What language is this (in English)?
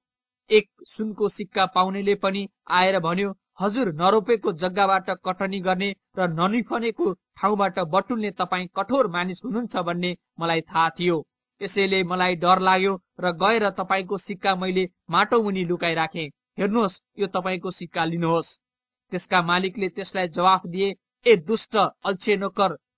Nepali